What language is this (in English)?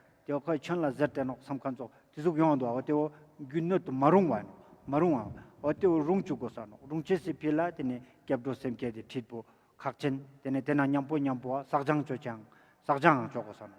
Ladakhi